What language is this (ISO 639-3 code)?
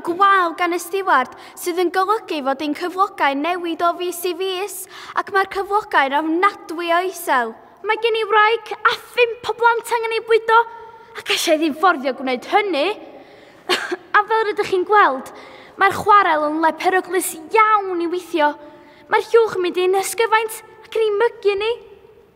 cym